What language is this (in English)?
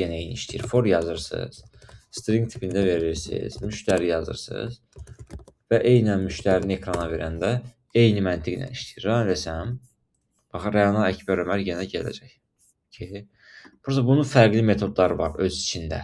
Azerbaijani